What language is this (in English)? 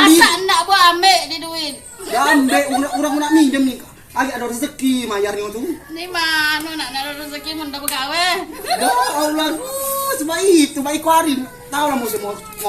Musi